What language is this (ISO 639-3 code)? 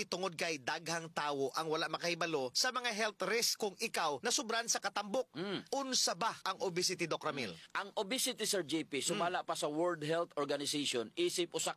ceb